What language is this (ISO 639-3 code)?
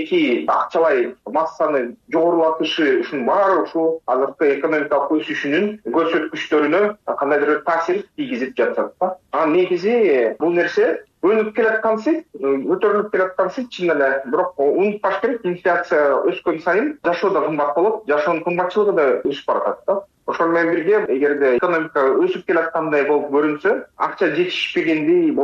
kir